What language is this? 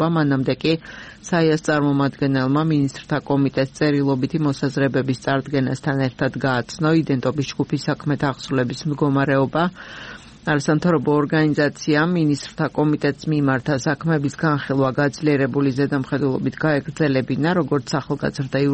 Georgian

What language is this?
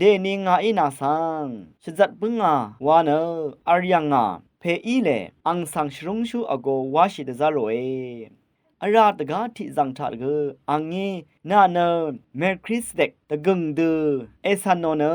Rawang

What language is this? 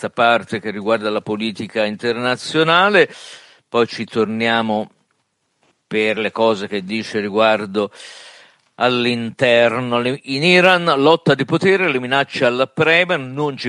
Italian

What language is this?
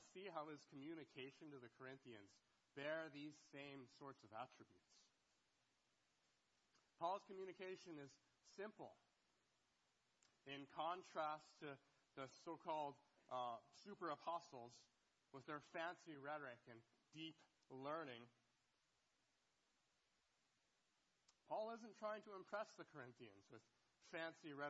English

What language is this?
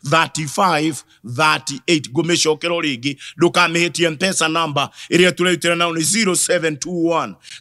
Kikuyu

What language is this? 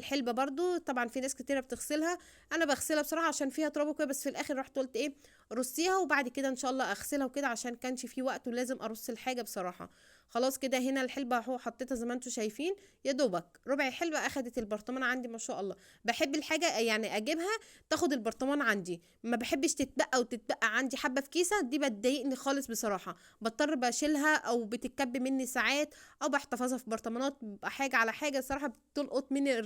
Egyptian Arabic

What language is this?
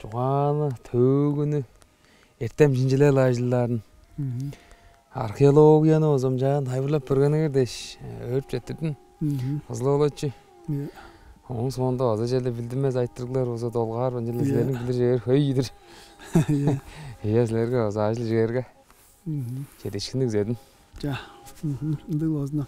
Tuvinian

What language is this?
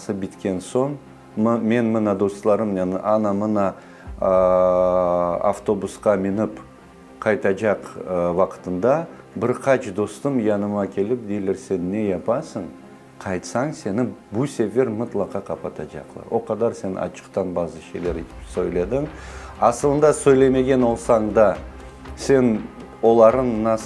Crimean Tatar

